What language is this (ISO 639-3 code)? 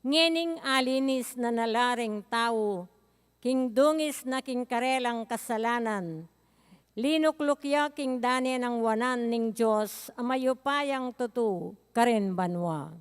pam